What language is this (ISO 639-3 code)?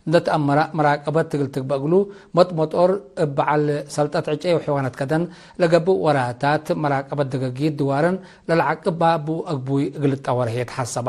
tig